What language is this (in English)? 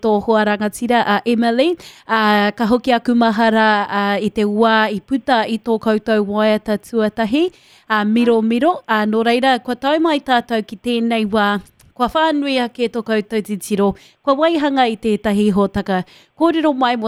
Māori